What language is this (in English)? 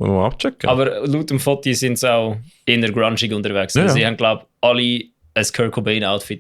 Swiss German